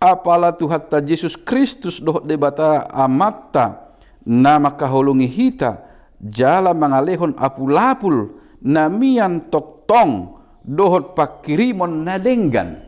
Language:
Batak Toba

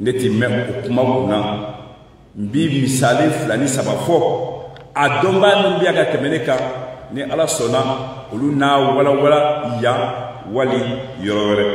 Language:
Bambara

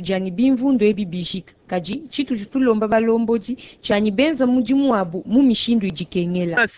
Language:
Luba-Lulua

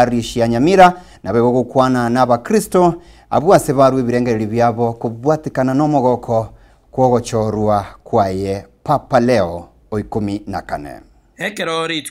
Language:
Gusii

